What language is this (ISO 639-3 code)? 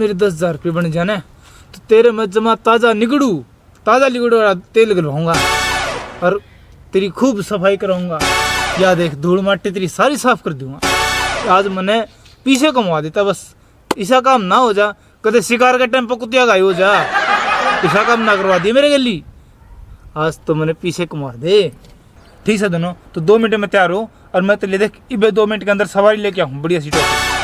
bgc